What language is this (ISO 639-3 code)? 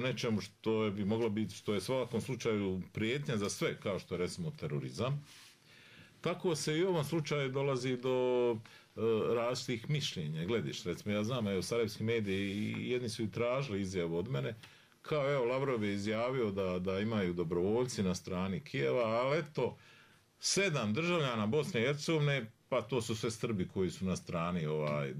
bos